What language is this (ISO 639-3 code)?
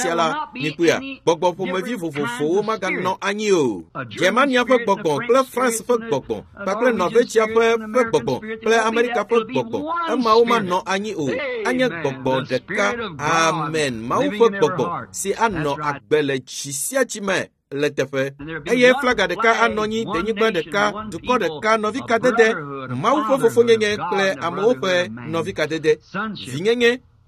ewe